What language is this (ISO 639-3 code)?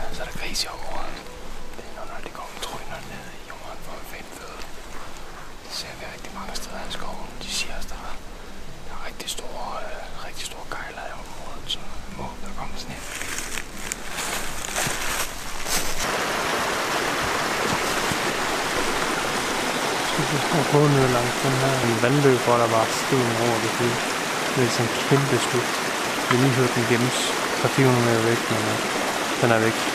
dan